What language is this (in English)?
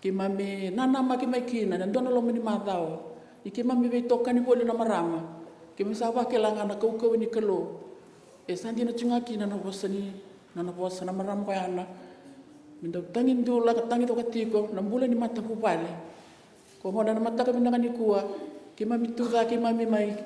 Fijian